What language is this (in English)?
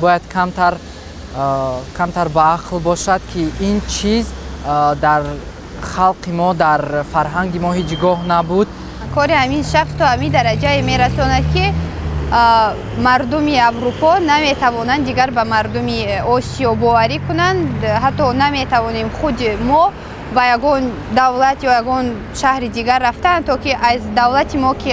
Tajik